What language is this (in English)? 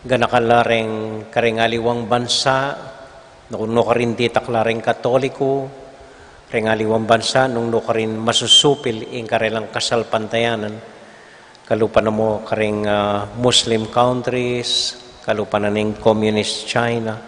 Pampanga